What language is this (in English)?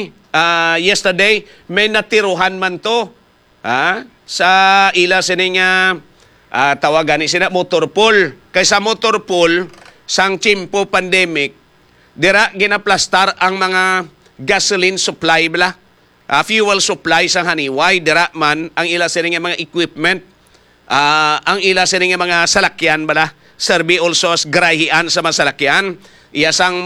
Hiligaynon